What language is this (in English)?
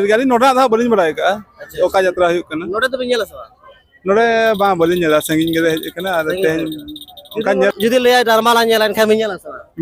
Santali